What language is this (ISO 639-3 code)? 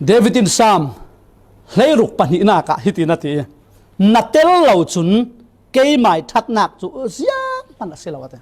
cfm